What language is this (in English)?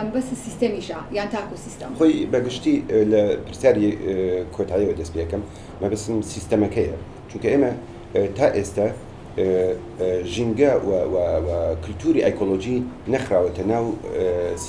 Central Kurdish